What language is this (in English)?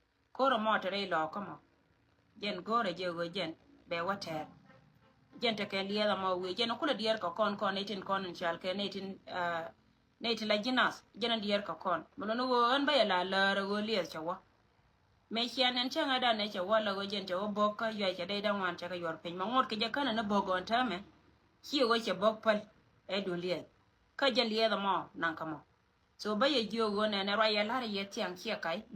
Nuer